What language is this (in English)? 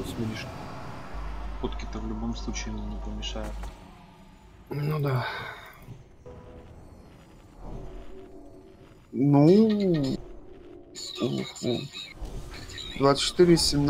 Russian